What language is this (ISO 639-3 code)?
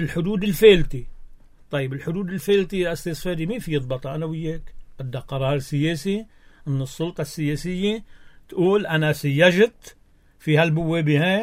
apc